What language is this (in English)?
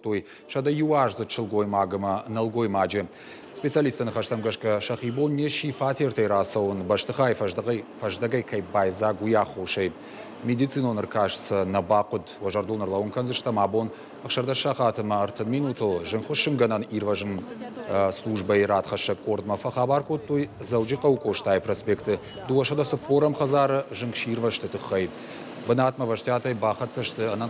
Ossetic